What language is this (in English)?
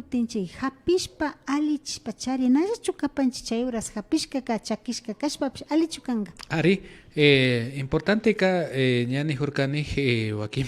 Imbabura Highland Quichua